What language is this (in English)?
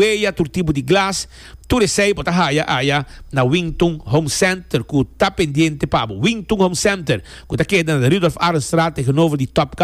Papiamento